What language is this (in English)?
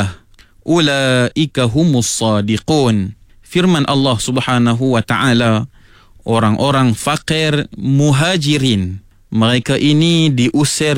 Malay